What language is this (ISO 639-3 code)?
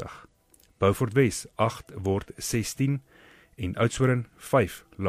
afr